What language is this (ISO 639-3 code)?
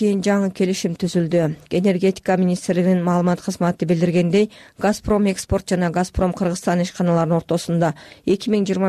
kir